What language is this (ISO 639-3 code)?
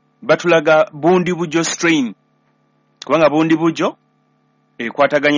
lug